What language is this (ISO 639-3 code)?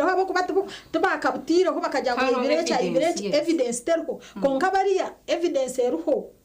nyn